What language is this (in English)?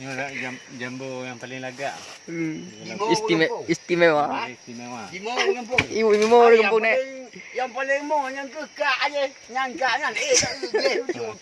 Achinese